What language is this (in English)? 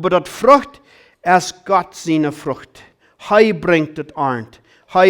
Plautdietsch